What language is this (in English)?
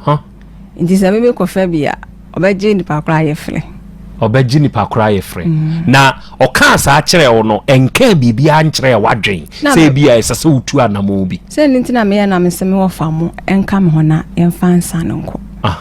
Akan